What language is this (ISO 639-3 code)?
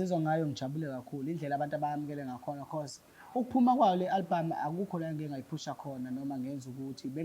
zul